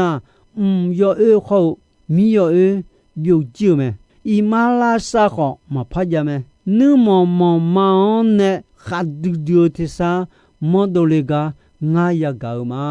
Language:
Akha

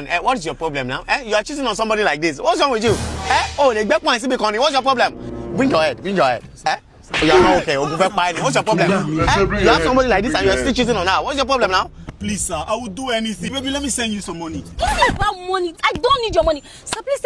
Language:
Nigerian Pidgin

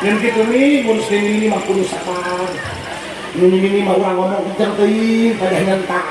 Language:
Sundanese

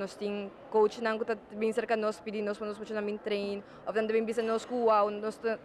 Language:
Papiamento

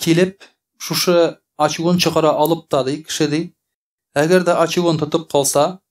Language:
Tatar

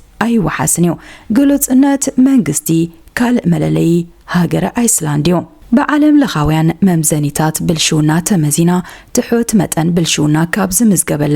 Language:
Tigrinya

